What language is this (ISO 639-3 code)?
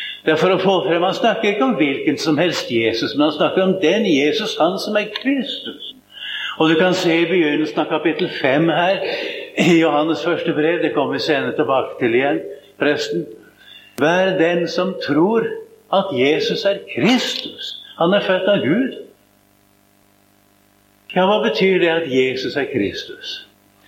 nor